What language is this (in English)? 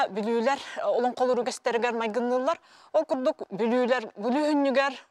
Yakut